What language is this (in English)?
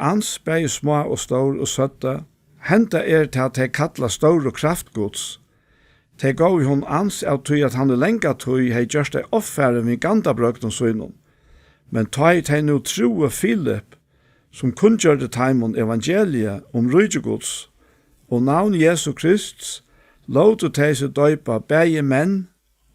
Faroese